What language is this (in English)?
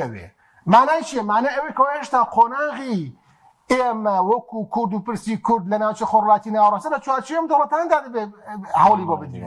Central Kurdish